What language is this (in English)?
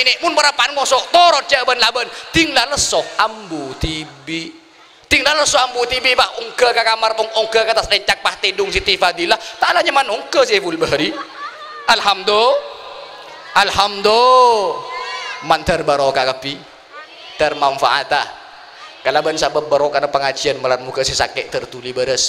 Madurese